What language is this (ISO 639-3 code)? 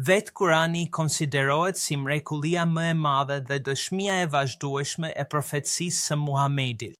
sqi